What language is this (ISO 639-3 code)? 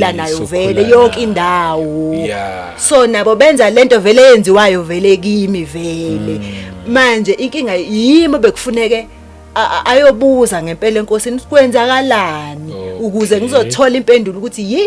zul